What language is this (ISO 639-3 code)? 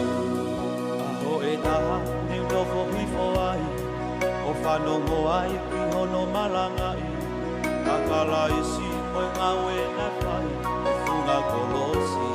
ton